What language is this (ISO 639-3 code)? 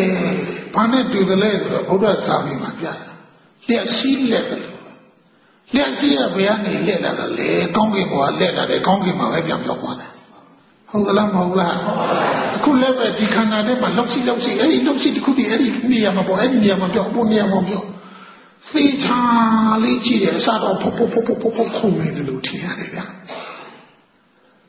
mya